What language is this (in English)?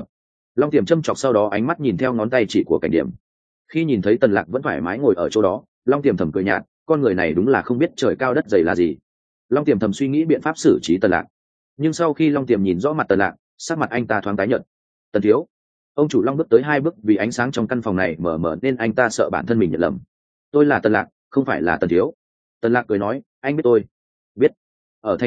Vietnamese